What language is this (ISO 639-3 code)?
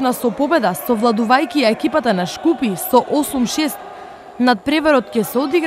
mkd